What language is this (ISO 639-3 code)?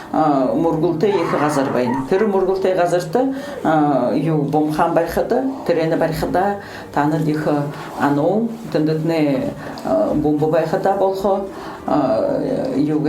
bua